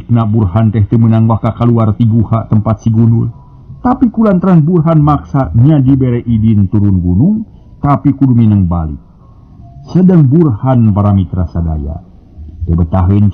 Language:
Sundanese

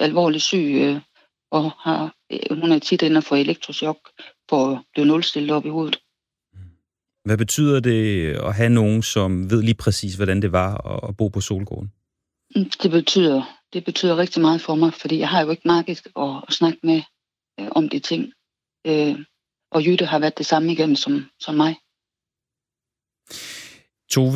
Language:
Danish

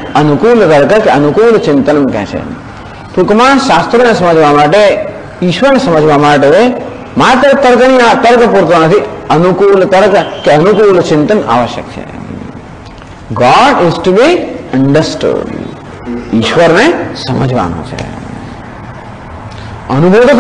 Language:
Gujarati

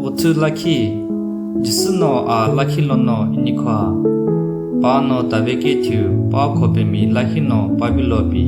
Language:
Sumi Naga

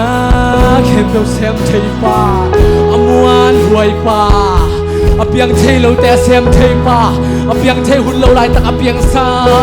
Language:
Tedim Chin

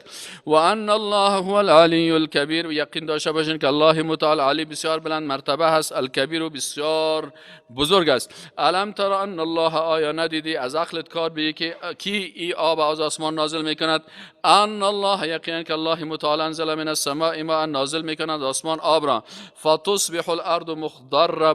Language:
Persian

